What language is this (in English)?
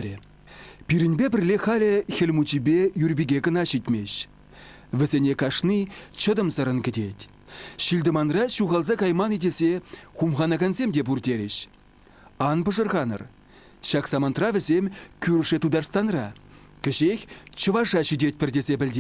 Chuvash